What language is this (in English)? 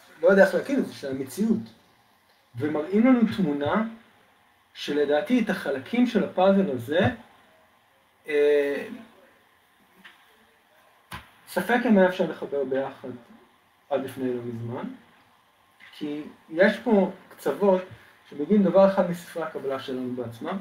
Hebrew